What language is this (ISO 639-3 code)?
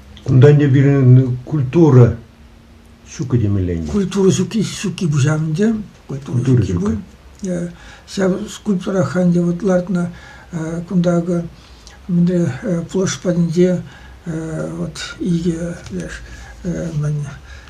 chv